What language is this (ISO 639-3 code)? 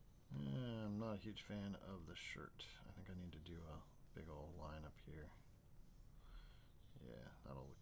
eng